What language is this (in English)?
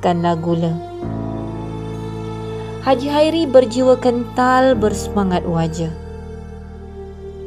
Malay